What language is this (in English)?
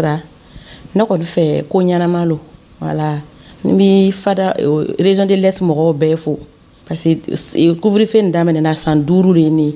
Dyula